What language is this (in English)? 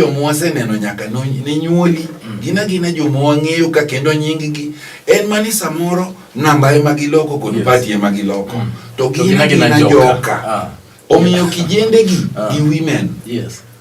Luo (Kenya and Tanzania)